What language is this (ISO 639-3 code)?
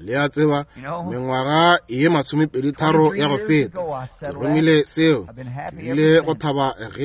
nso